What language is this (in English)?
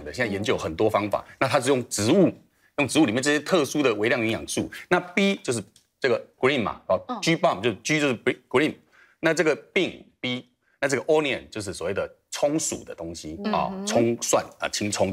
Chinese